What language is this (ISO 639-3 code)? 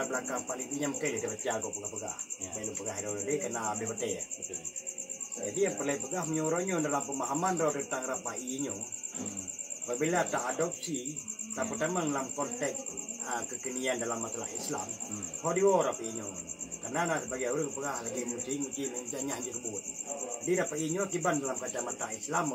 ace